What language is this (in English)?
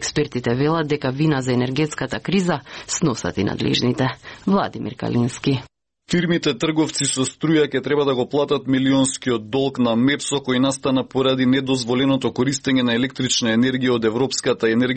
Macedonian